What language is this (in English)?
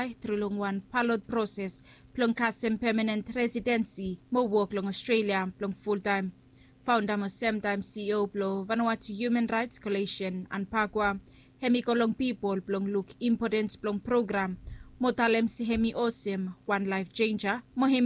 Bislama